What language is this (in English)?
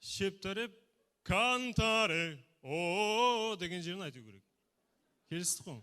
Kara-Kalpak